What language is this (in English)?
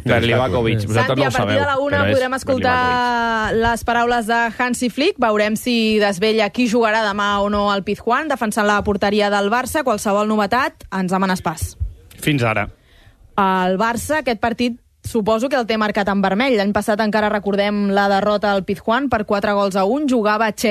Catalan